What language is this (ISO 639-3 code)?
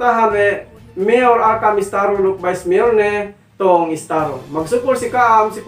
yka